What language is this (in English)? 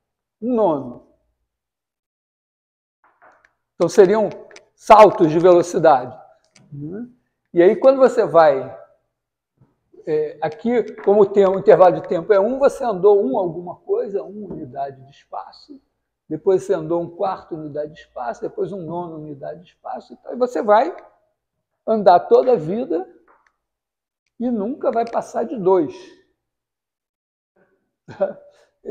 Portuguese